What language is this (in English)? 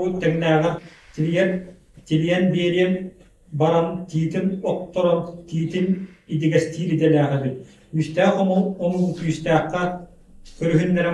Yakut